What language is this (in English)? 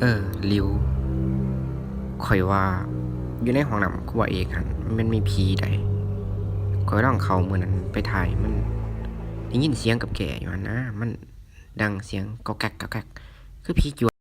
Lao